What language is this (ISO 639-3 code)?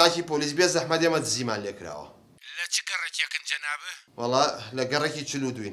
ckb